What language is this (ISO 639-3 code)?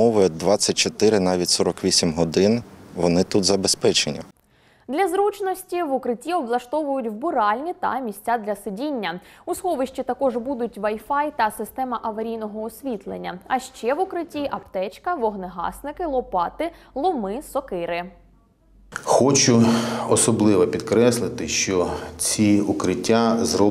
ukr